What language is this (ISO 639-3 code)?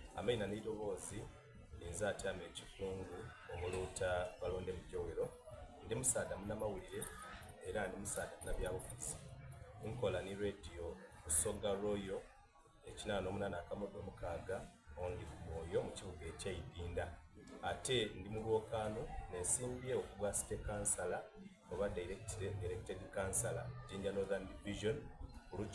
xog